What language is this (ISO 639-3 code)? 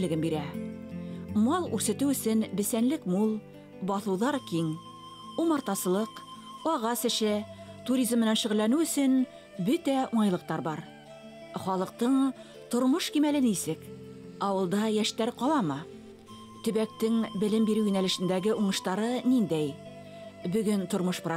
bak